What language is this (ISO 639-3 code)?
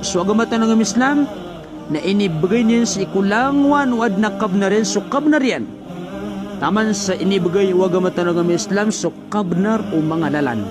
mrw